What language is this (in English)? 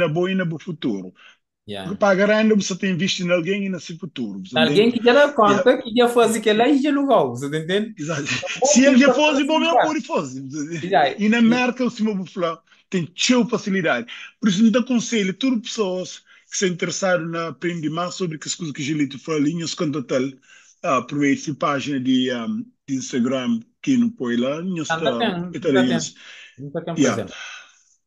Kabuverdianu